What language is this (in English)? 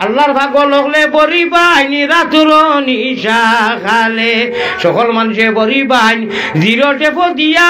Sylheti